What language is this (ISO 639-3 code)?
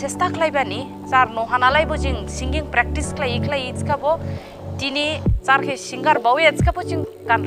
dis